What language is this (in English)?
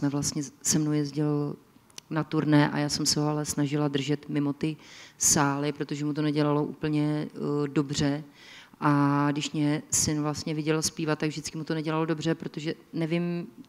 Czech